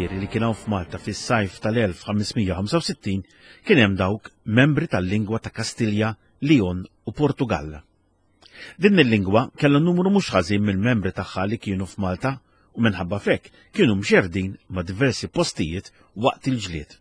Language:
Maltese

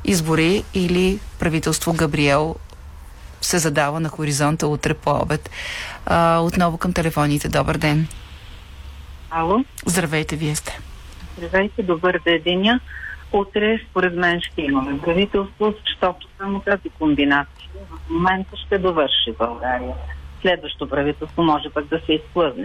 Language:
Bulgarian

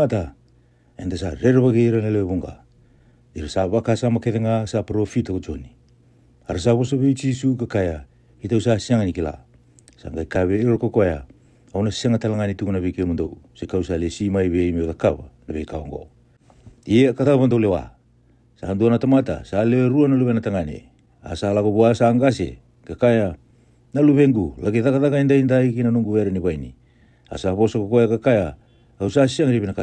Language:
Fijian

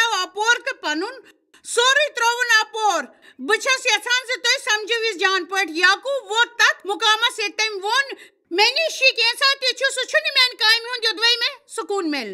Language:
Kashmiri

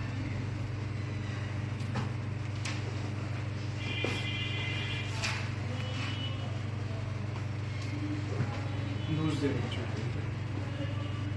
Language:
Marathi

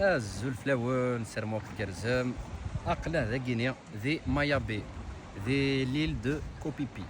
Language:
Kabyle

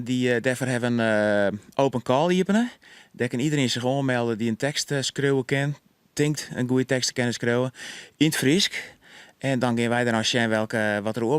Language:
Western Frisian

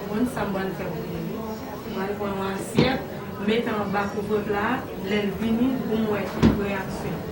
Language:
Haitian Creole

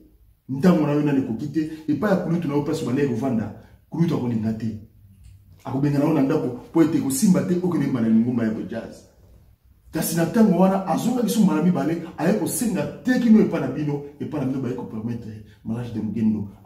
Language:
Lingala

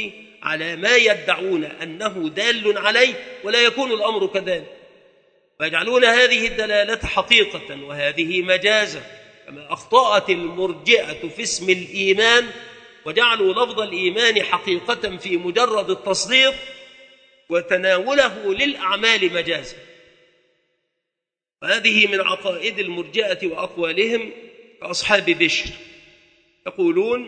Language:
Arabic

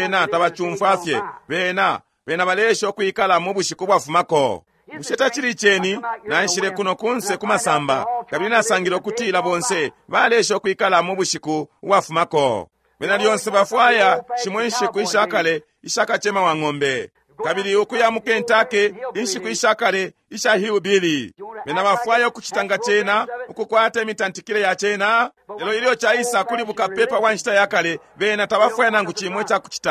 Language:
Bemba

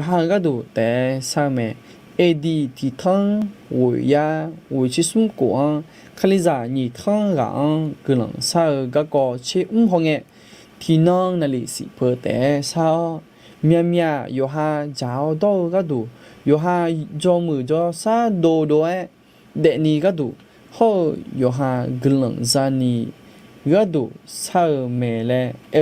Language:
Akha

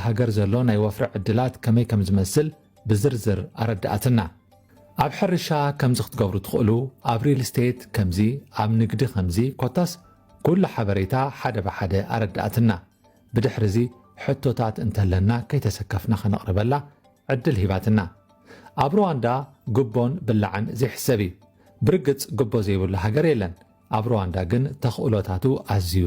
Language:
Tigrinya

